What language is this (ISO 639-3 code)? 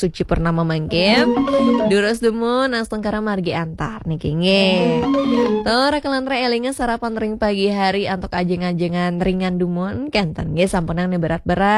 ban